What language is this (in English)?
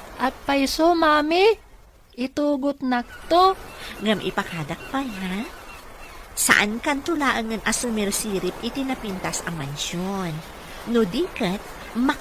Iloko